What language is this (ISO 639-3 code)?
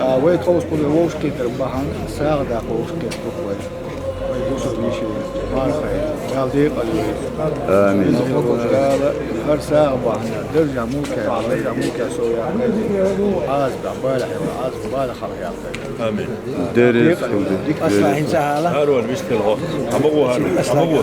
che